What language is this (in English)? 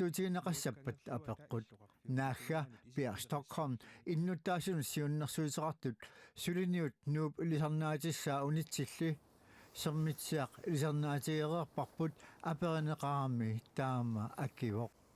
Kalaallisut